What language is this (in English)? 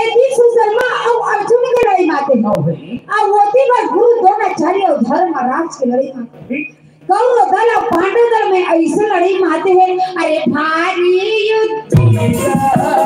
Chhattisgarhi